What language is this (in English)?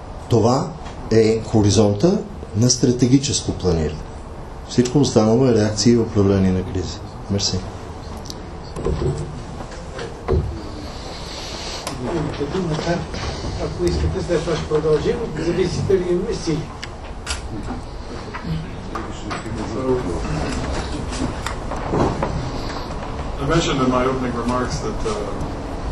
Bulgarian